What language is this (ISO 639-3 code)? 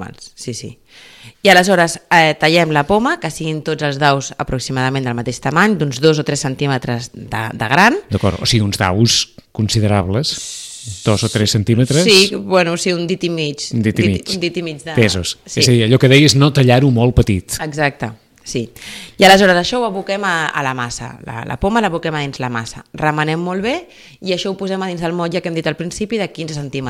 cat